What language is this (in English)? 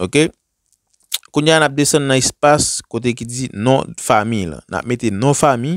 Haitian Creole